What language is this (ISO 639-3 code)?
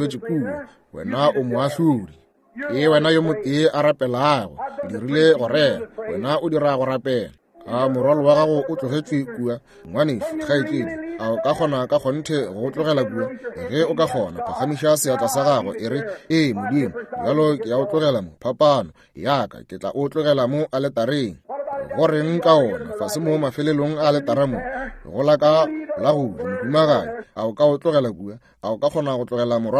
nso